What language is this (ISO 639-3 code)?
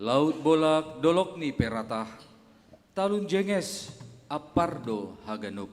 bts